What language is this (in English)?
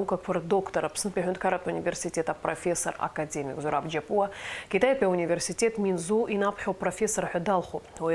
Abkhazian